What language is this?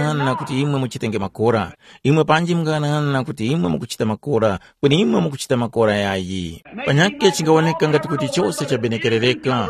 Tumbuka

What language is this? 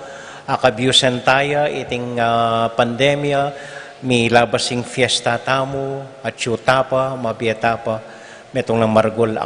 Pampanga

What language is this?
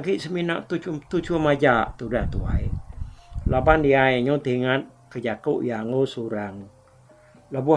Iban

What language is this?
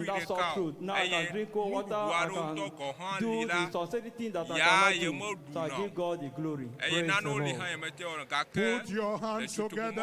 Ewe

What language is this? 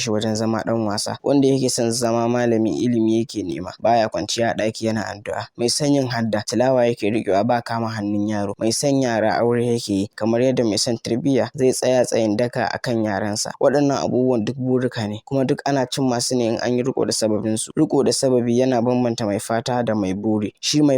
Hausa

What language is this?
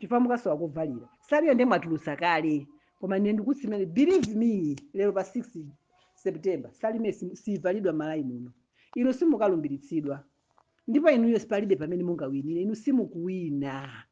Nyanja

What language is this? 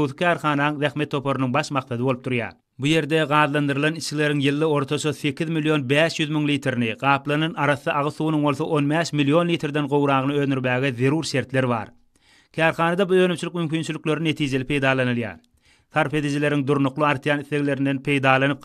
Turkmen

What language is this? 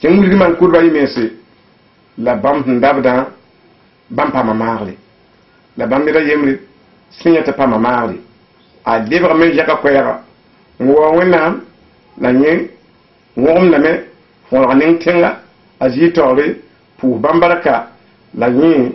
Mossi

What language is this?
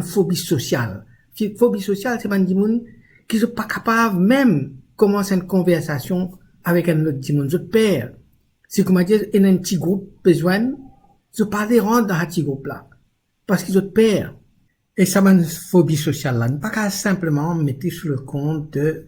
Morisyen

